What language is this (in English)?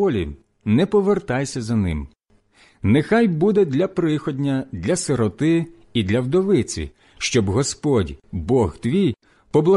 Ukrainian